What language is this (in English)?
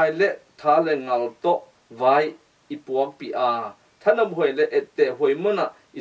Tedim Chin